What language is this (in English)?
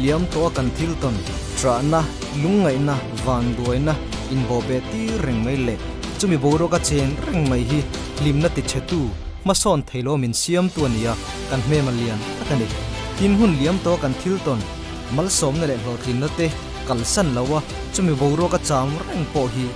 Mizo